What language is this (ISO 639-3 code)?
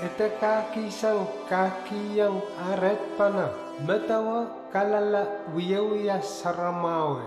pon